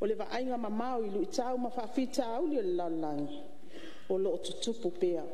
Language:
Samoan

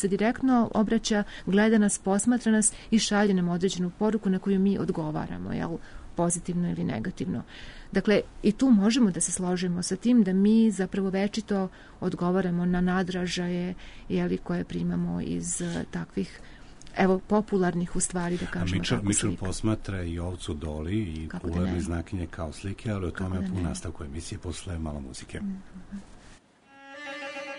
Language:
Serbian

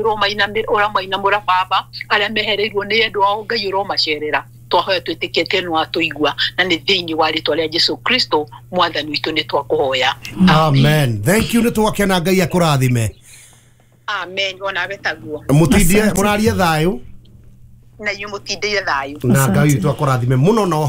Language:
Kikuyu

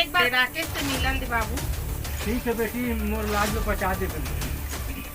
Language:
Chhattisgarhi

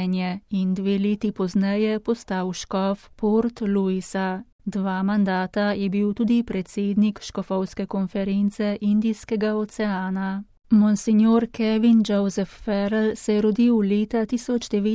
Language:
Slovenian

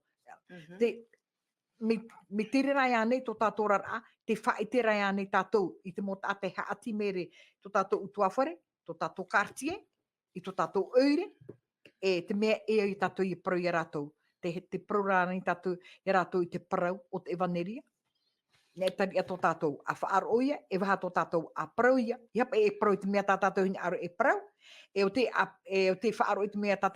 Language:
Tahitian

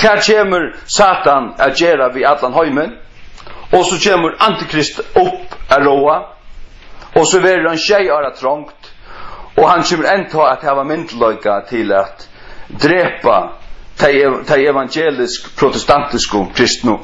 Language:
Faroese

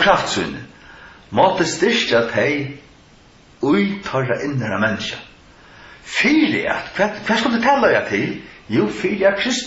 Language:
Faroese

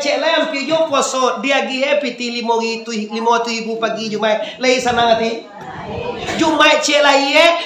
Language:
Minangkabau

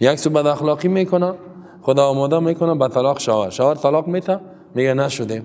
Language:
Persian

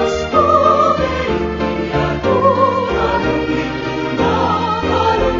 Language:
Pampanga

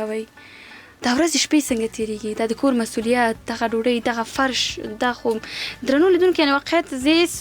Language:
Pashto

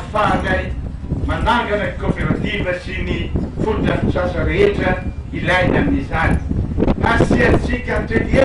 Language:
Malagasy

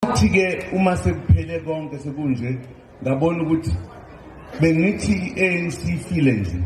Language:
Zulu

